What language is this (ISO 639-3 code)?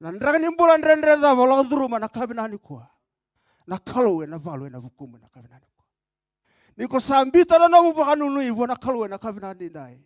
fij